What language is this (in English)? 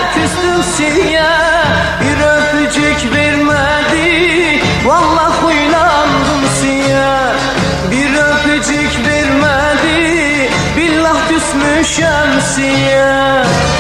Turkish